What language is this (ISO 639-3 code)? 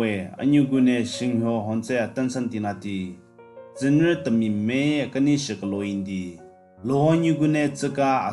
nre